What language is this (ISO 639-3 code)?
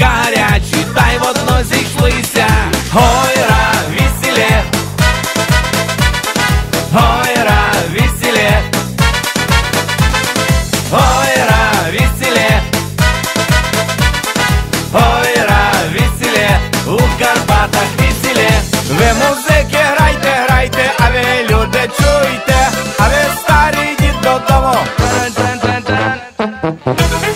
ukr